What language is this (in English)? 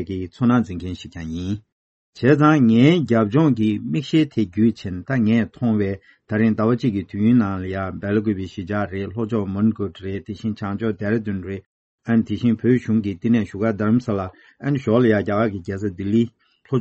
Tibetan